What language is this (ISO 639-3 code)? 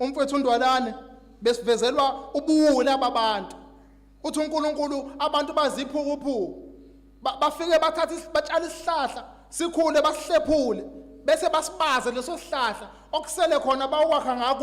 zul